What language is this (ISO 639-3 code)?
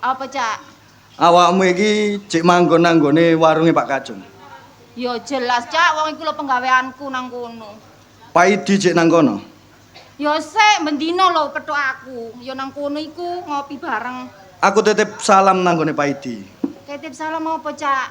jav